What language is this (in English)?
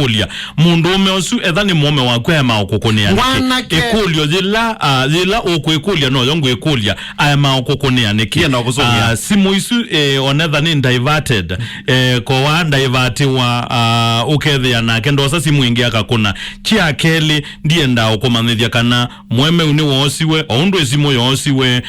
Kamba